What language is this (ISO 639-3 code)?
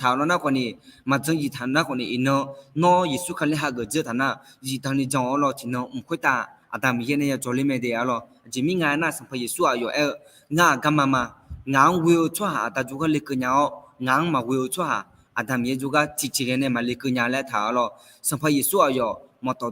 ahk